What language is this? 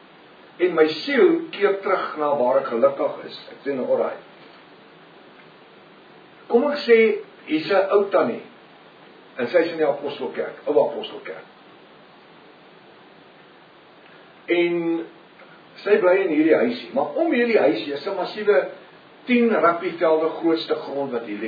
Afrikaans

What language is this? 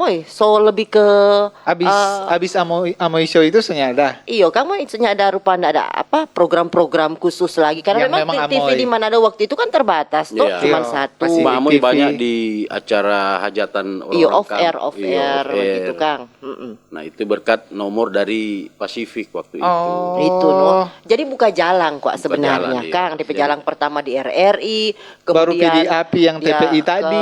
Manado Malay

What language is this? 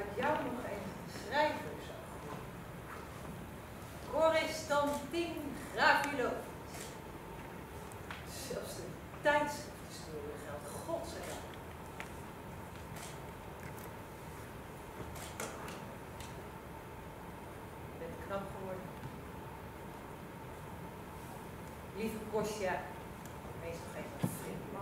Dutch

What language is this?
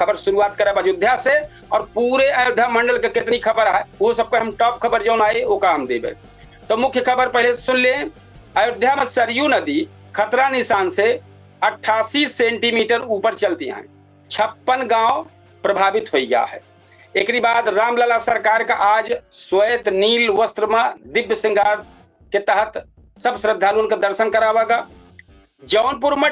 Awadhi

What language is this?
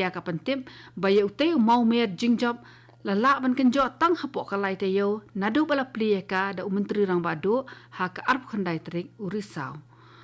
Khasi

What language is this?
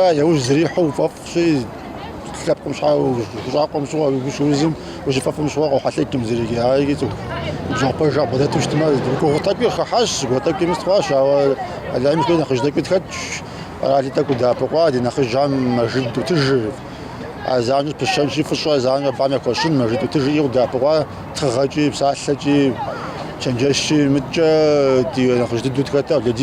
Kabardian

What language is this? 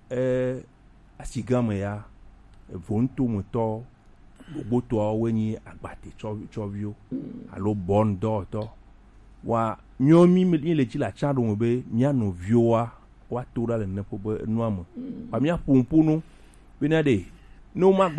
Gen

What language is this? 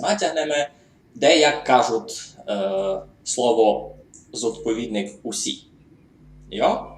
Rusyn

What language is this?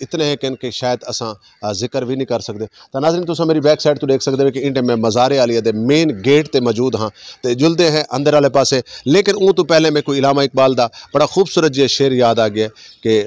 Saraiki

